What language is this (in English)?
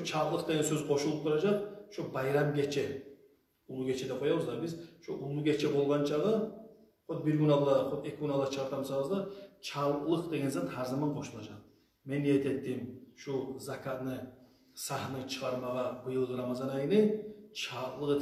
Kumyk